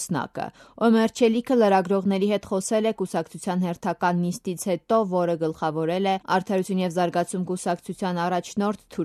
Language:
Armenian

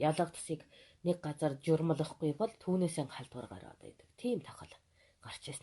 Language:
Mongolian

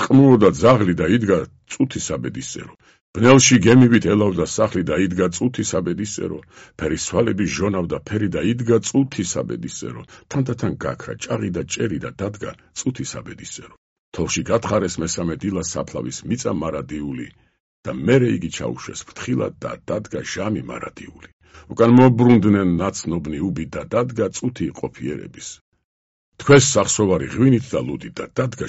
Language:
Georgian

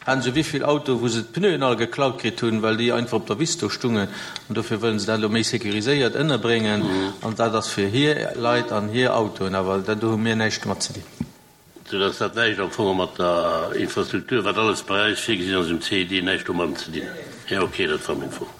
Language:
Luxembourgish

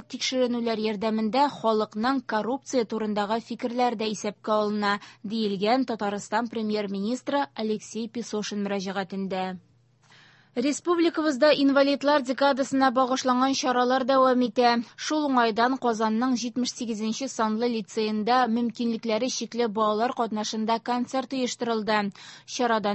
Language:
Tatar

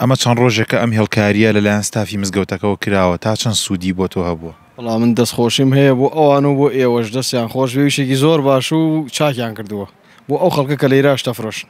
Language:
Central Kurdish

